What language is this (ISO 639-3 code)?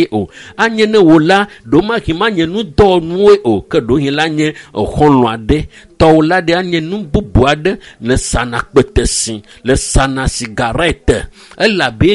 ewe